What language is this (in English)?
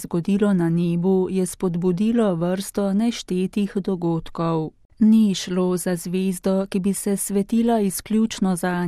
Slovenian